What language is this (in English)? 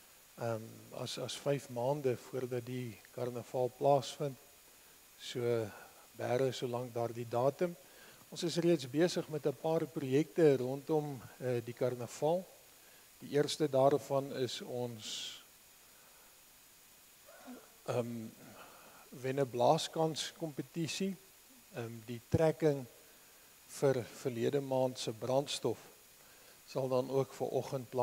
Afrikaans